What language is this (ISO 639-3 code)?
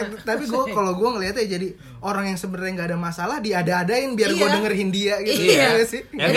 ind